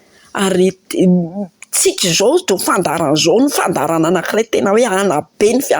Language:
Malagasy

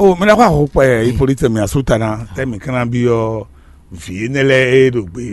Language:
Fon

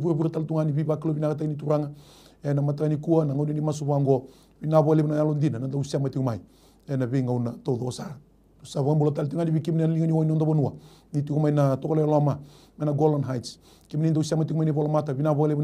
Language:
Fijian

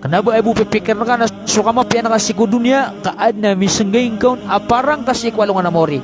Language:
Maranao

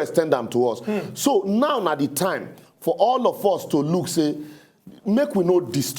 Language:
Nigerian Pidgin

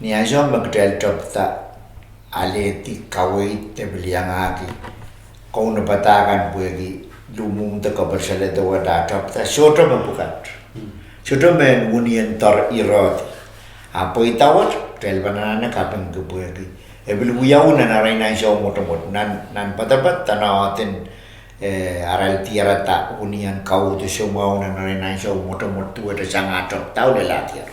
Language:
Pohnpeian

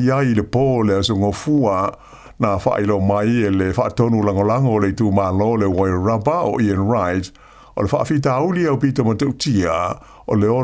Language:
Samoan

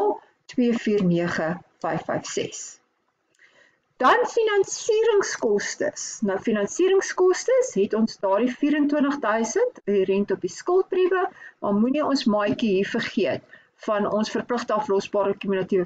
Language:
Afrikaans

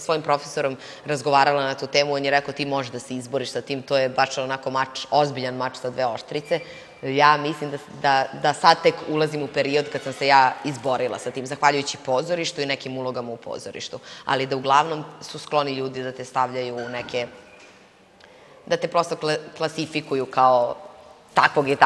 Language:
Serbian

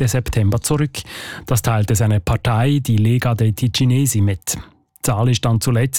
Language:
German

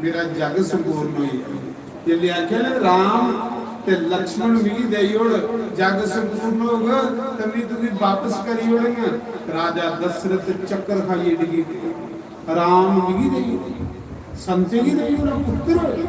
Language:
Dogri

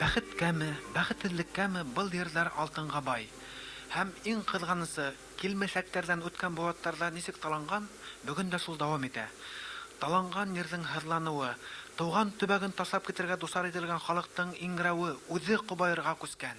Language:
Bashkir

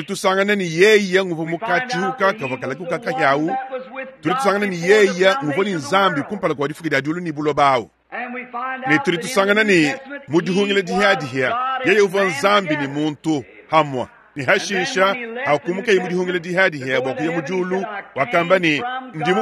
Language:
Luba-Lulua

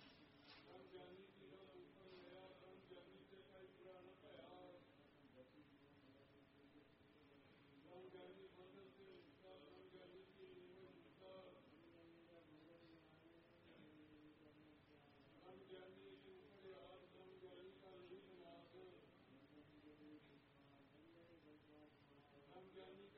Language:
Punjabi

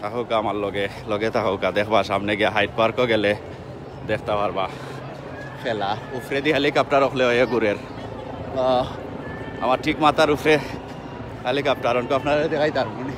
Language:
Sylheti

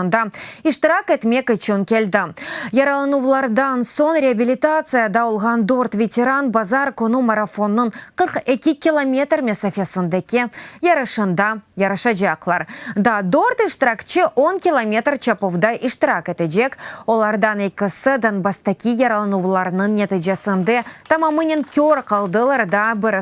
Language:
Crimean Tatar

